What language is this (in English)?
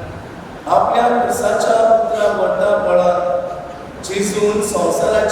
Konkani